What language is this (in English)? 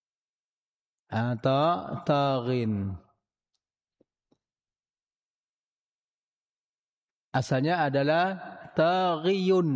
Indonesian